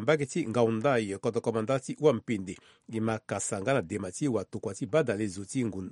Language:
Sango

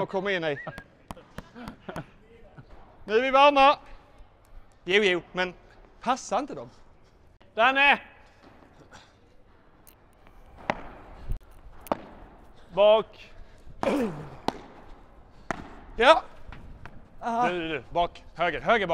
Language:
Swedish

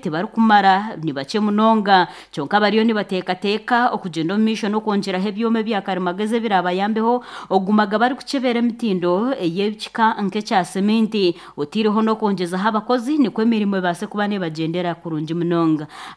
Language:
Nyankole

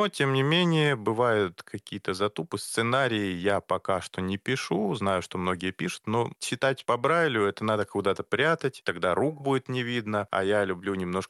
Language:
Russian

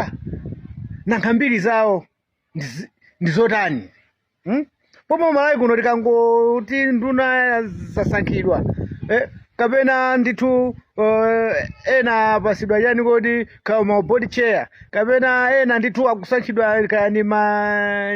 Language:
Nyanja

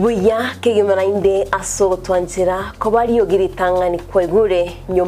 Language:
Gusii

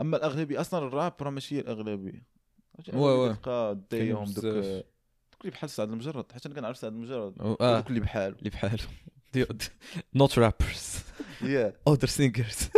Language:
Moroccan Arabic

